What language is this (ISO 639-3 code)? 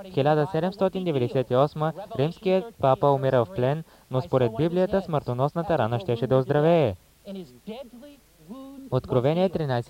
bul